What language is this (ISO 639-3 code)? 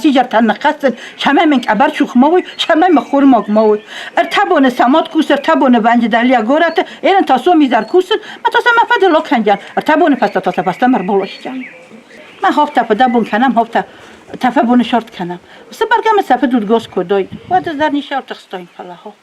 oss